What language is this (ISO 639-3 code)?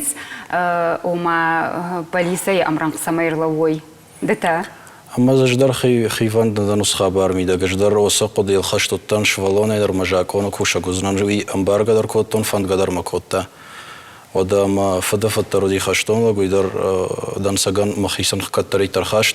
oss